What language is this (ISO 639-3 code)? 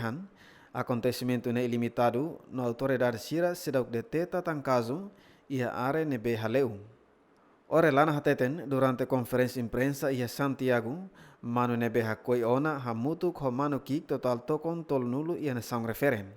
tet